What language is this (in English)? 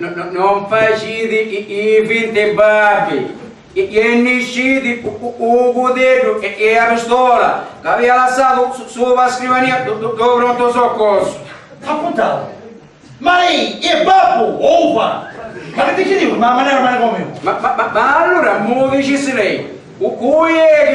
Sicilian